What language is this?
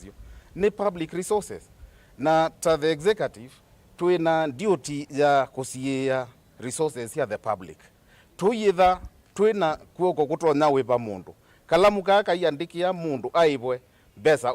Kamba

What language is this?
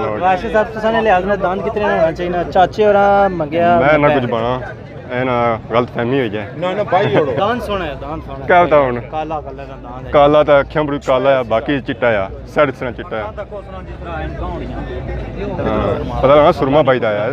Pahari-Potwari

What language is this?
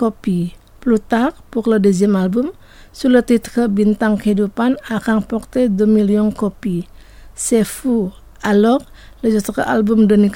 French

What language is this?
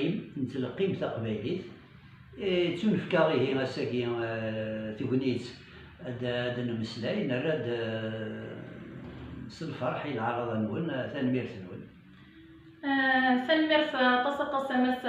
Kabyle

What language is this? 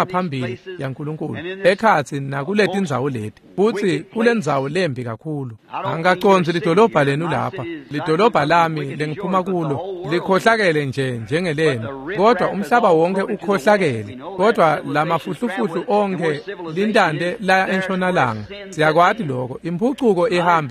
Swati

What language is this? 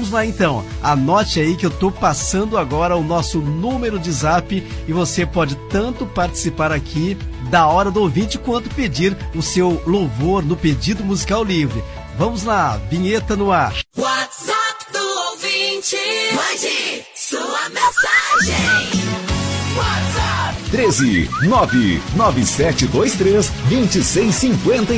Portuguese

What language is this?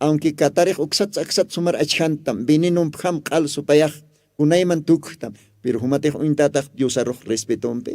Aymara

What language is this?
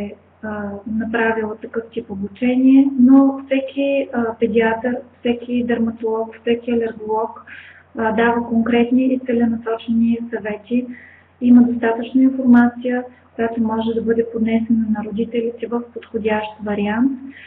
Bulgarian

